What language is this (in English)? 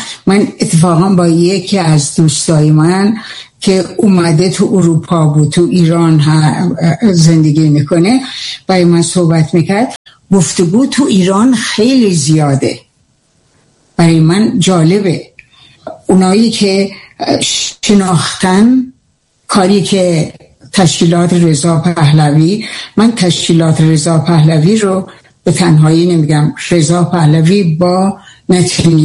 Persian